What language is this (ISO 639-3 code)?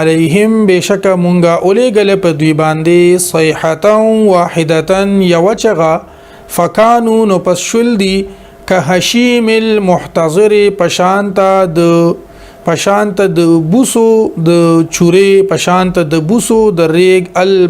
pus